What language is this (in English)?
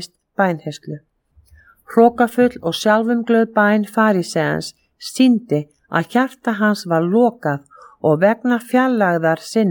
Icelandic